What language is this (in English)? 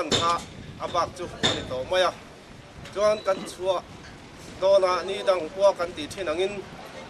Mizo